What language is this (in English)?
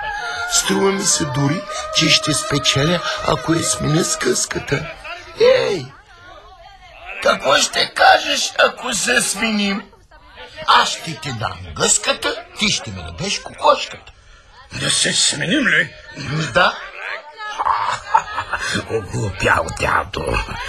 Bulgarian